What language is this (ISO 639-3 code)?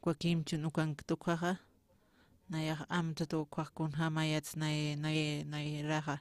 aym